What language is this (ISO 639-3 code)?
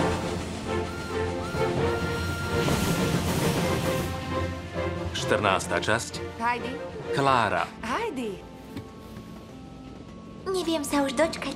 slk